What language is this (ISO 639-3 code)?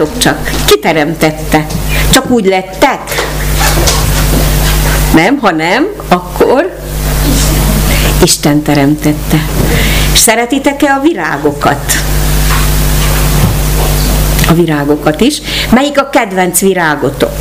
hun